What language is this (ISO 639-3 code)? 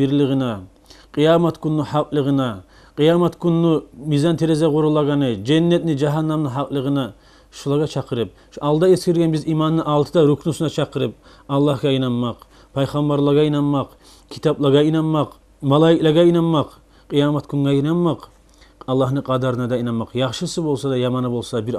kum